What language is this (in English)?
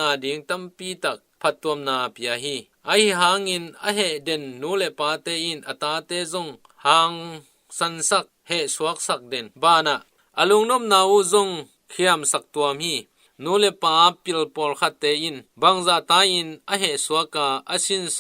Tedim Chin